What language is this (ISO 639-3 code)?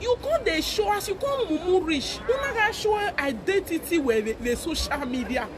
pcm